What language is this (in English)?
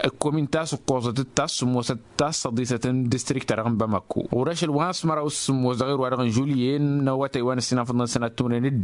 Tamasheq